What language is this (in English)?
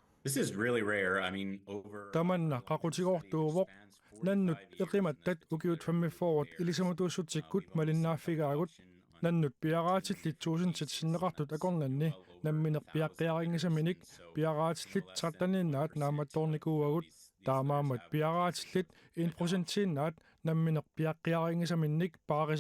Kalaallisut